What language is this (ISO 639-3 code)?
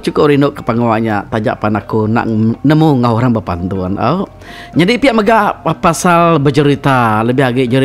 iba